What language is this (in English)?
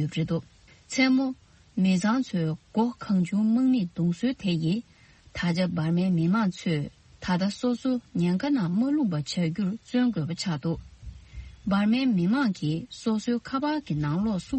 Tibetan